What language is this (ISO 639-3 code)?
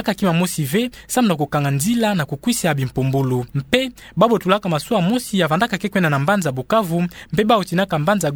ktu